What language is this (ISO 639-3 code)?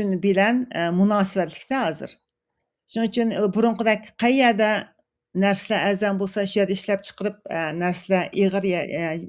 uig